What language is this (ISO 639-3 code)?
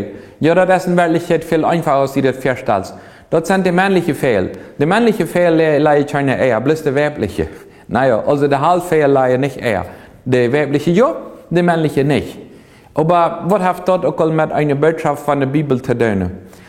pdt